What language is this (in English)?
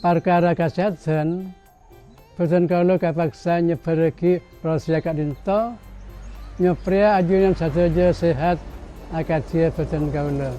Madurese